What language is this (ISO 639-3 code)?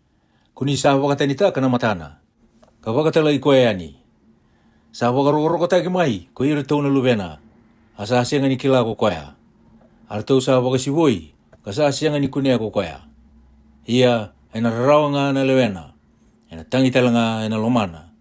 fij